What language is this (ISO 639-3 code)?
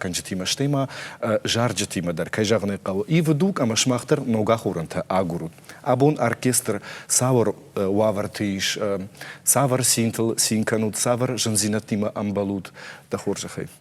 oss